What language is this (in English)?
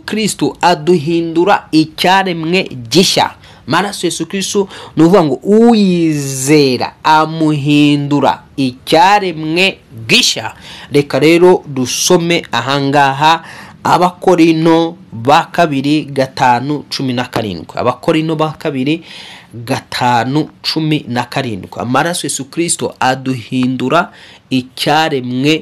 Kinyarwanda